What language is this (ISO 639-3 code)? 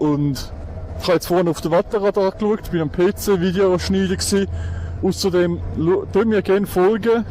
gsw